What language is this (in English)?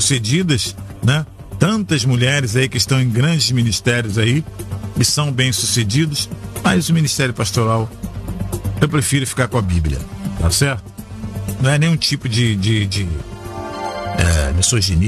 Portuguese